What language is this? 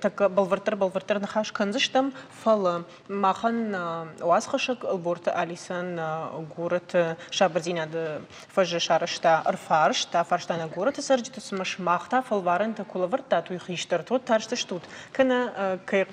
Ossetic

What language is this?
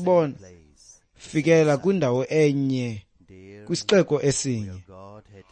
Xhosa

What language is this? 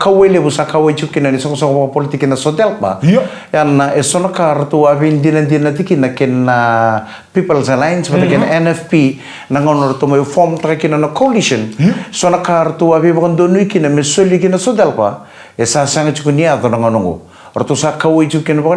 Fijian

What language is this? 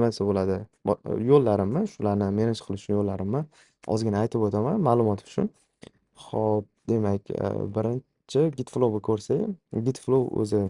Uzbek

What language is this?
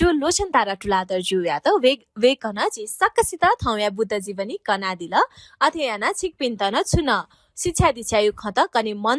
Newari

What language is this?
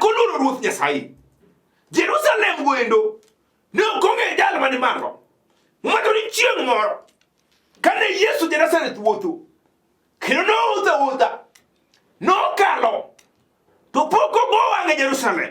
Luo (Kenya and Tanzania)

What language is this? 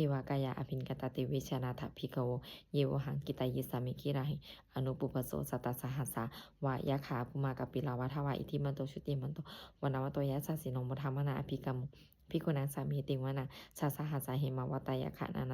Pali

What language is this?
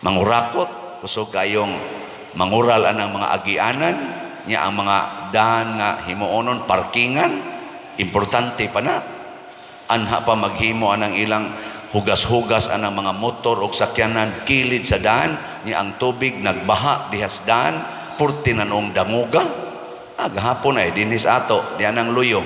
Cebuano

